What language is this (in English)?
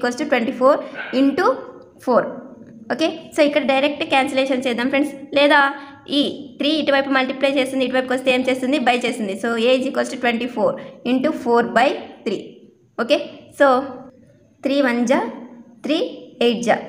Telugu